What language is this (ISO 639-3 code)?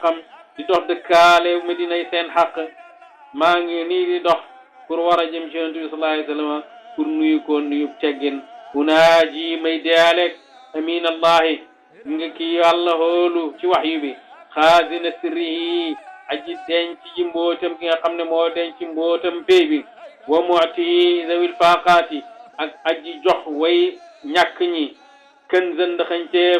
wol